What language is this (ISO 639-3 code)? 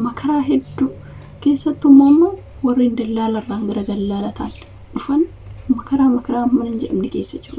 orm